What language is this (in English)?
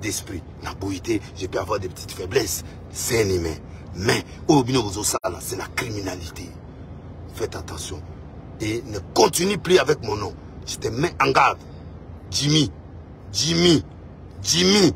Lingala